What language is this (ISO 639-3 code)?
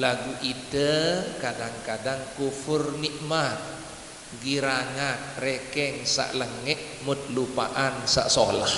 sas